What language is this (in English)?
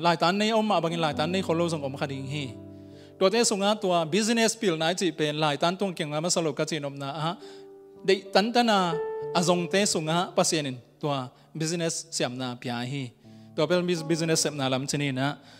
Tedim Chin